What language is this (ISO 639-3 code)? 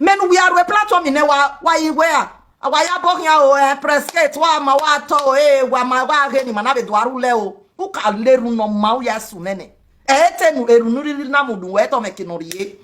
pcm